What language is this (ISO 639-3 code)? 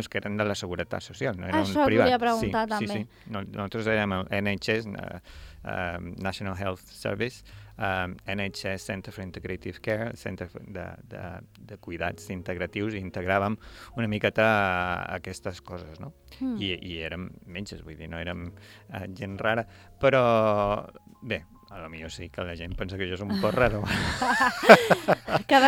cat